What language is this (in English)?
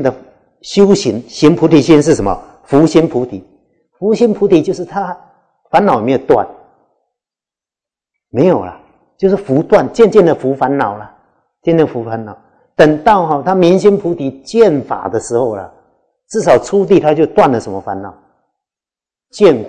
Chinese